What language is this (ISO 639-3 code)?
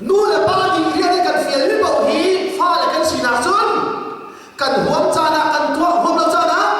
cnh